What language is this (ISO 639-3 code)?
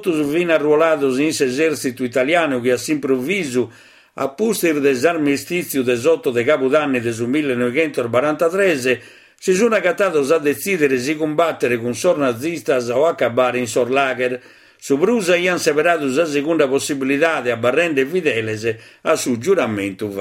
srd